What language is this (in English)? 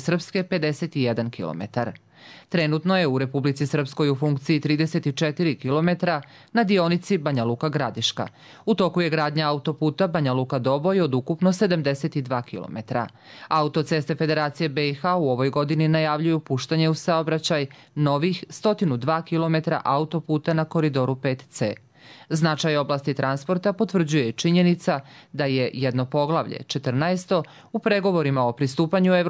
Croatian